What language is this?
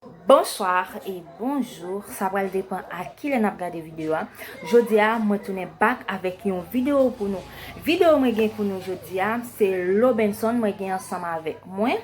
Haitian Creole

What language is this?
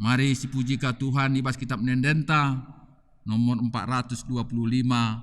Batak Karo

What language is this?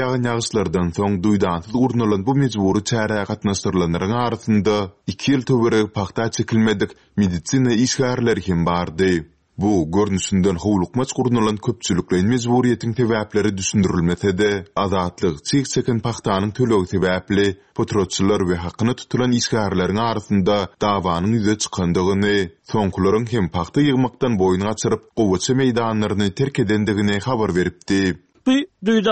Turkmen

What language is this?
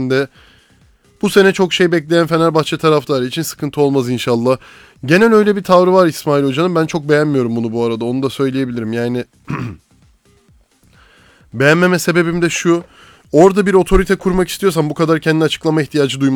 Turkish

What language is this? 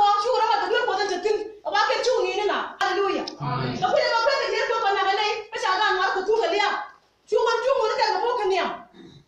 Nuer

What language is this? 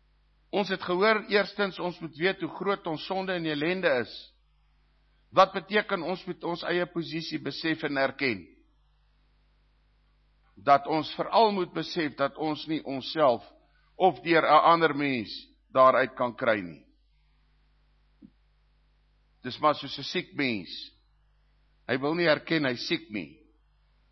Afrikaans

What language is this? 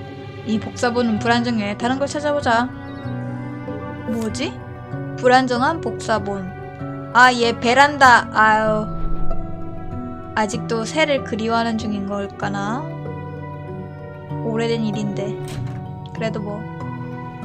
Korean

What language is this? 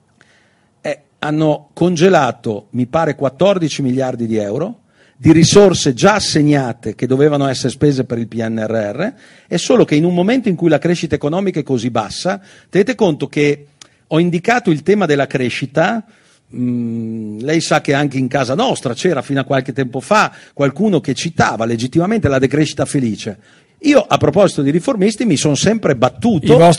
Italian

